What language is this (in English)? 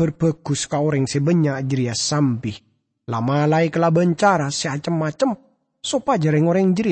Madurese